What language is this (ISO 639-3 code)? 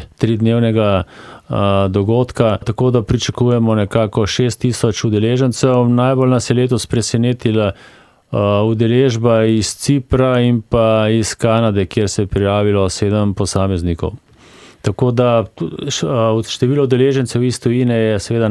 slv